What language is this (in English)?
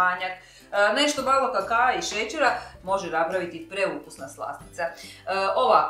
Croatian